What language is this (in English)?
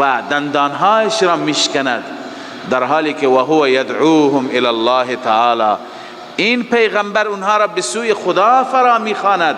Persian